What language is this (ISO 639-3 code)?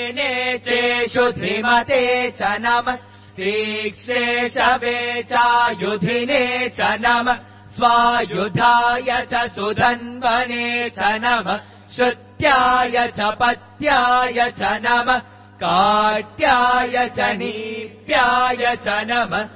san